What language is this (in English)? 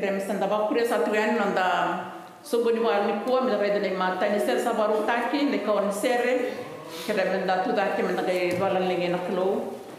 Fijian